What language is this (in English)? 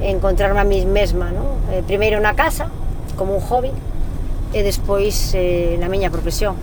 Galician